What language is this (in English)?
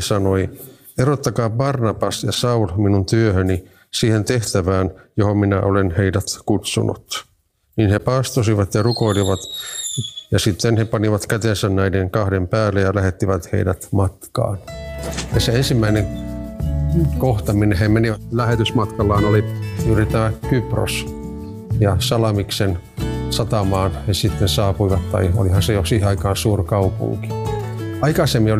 Finnish